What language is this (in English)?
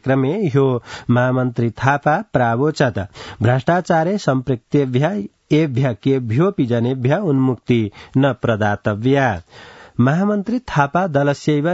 Sanskrit